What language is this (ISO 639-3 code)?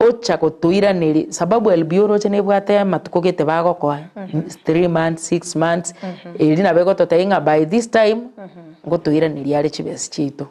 guz